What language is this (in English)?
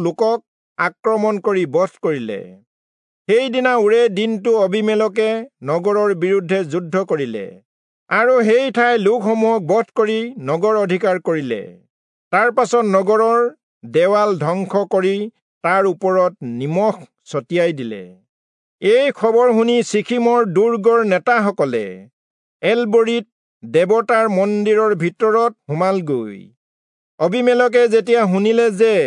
Assamese